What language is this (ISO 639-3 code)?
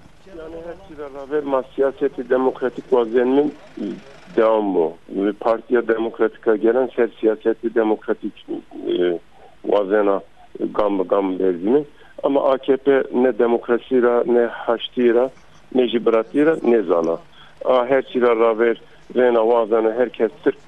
zza